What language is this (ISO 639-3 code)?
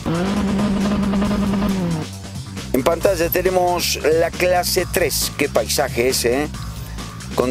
spa